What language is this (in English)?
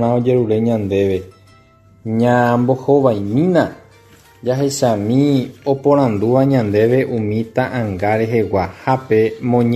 Guarani